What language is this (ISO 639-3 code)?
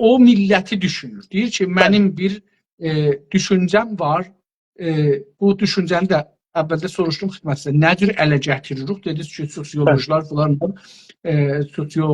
azb